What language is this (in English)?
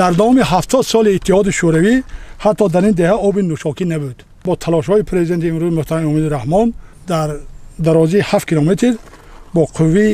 Tajik